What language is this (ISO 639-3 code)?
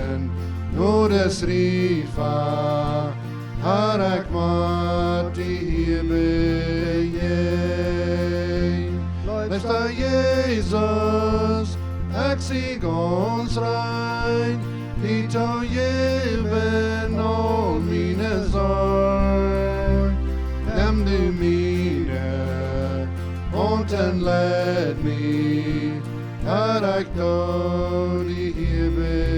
pdt